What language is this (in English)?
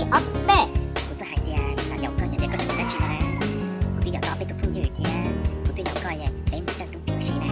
Hmong